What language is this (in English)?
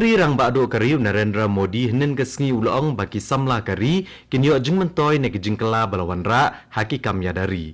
Khasi